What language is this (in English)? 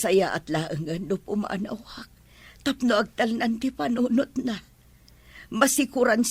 Iloko